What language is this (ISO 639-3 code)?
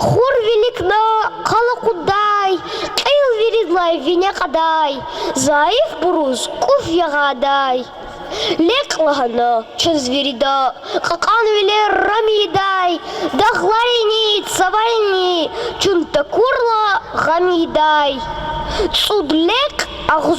lez